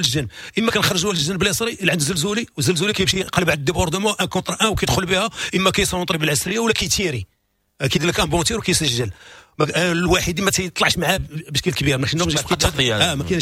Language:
Moroccan Arabic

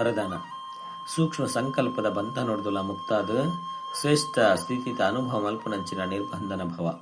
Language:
Tulu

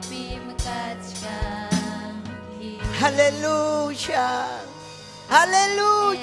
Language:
Ayacucho Quechua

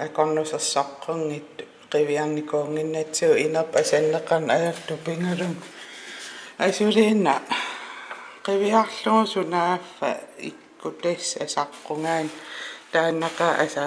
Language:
Kalaallisut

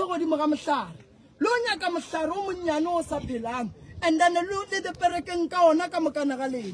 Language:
Northern Sotho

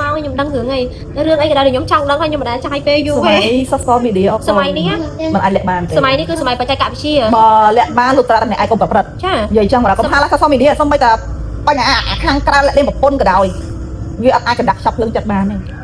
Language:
Khmer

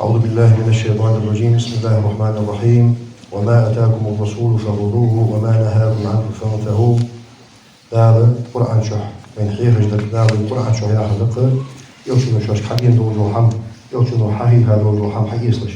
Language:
Ingush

